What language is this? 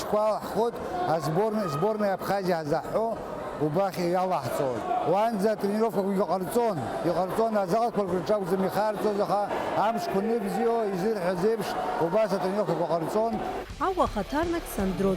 Abkhazian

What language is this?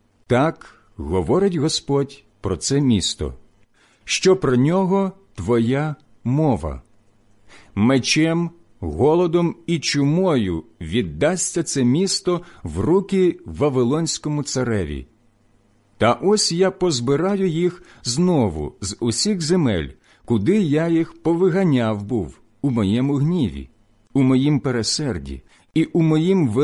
Ukrainian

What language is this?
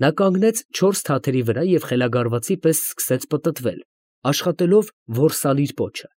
Armenian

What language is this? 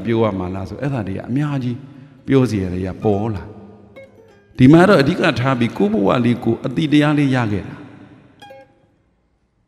Burmese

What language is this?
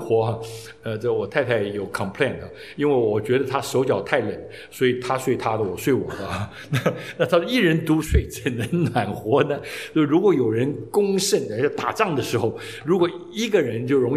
Chinese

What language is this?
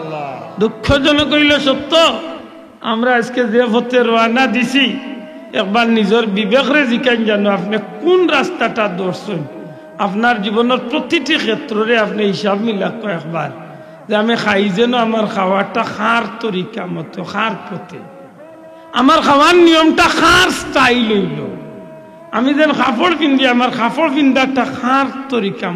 Sylheti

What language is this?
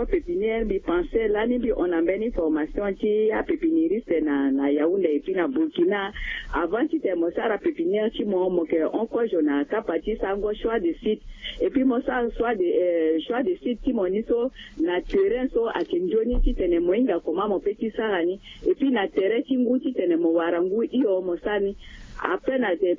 Sango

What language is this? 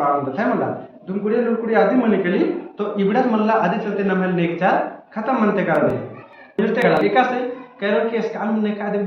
Kurukh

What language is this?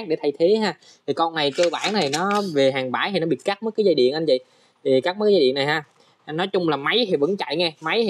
Vietnamese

